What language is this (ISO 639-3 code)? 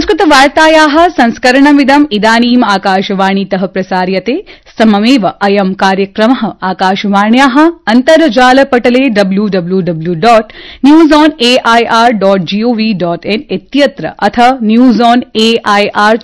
san